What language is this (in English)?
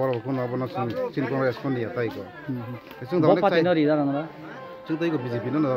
Kok Borok